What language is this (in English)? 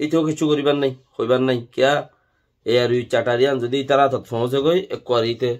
Rohingya